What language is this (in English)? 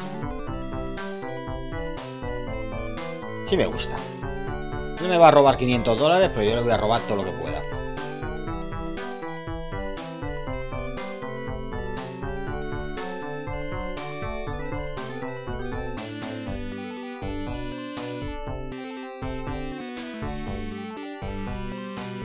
Spanish